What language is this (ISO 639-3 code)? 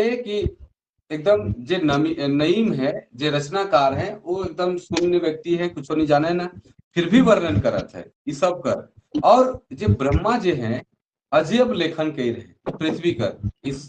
sck